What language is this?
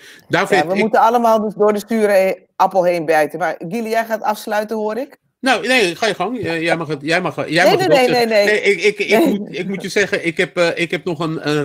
Dutch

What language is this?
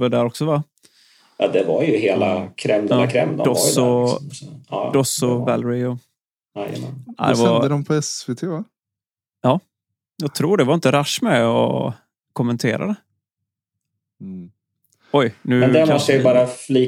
Swedish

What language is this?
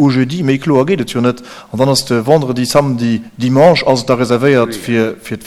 Luxembourgish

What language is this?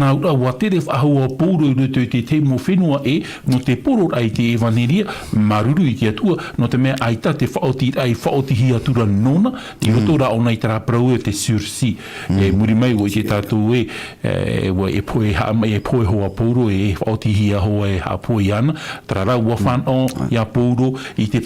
Tahitian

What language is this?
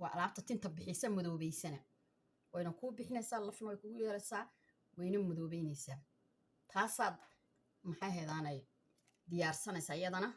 Somali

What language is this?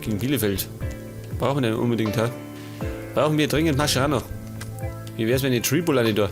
Bavarian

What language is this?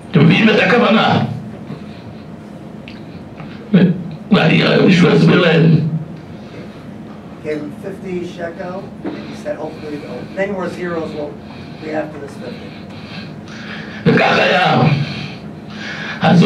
Hebrew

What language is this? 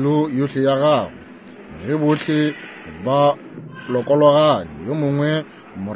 Northern Sotho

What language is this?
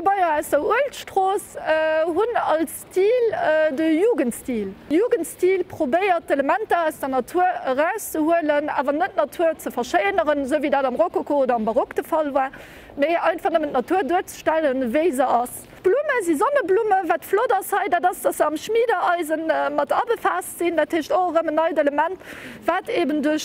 Luxembourgish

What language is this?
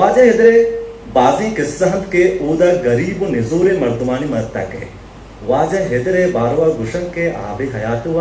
Eastern Balochi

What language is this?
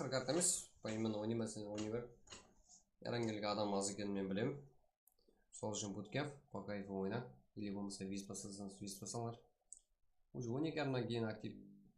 Kara-Kalpak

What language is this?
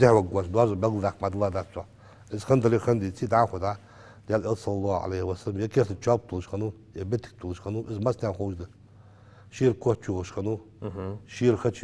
Ingush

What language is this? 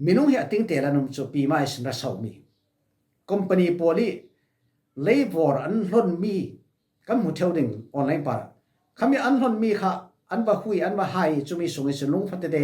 Falam Chin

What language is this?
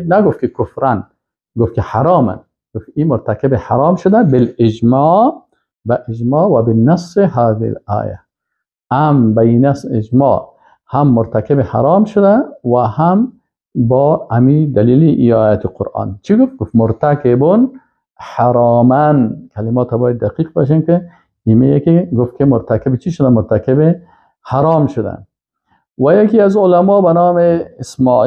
Persian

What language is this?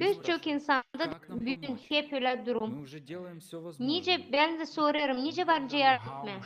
Gagauz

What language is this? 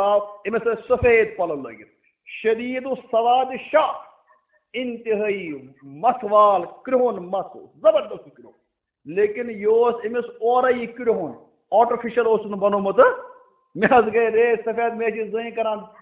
Kashmiri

